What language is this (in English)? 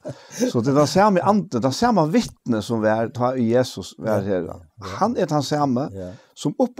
Faroese